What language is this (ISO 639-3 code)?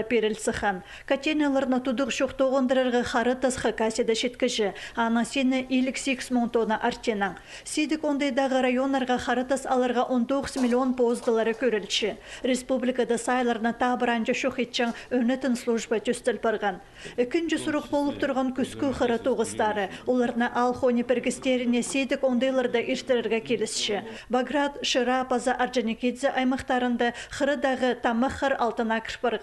kjh